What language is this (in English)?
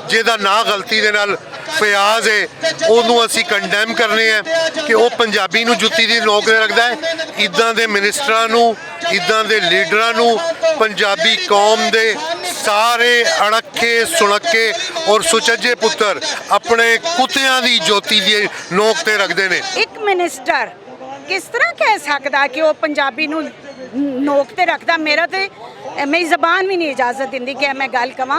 Western Panjabi